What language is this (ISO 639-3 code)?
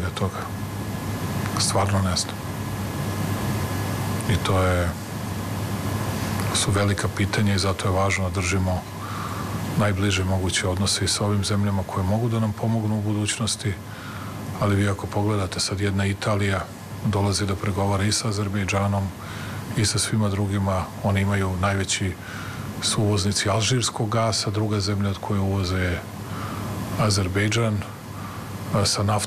srp